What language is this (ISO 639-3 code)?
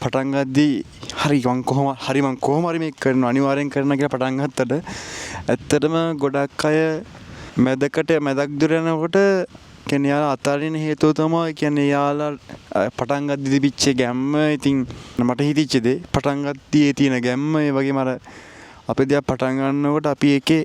sin